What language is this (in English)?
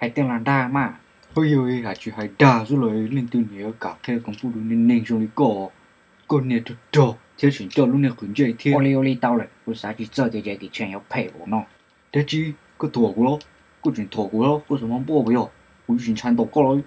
Hmong